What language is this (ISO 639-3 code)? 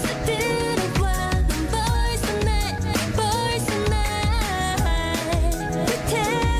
kor